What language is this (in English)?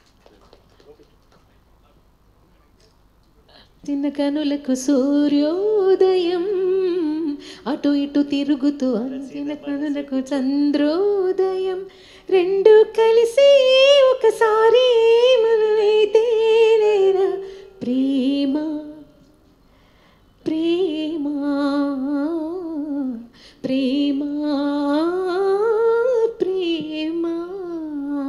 Telugu